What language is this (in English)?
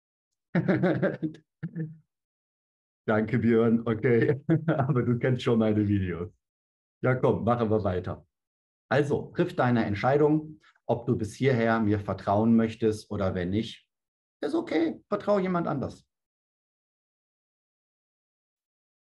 German